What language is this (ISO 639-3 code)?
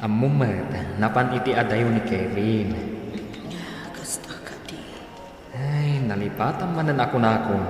ilo